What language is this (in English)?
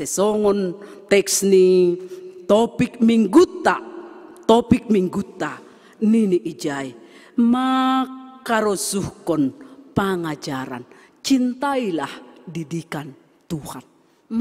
Batak Simalungun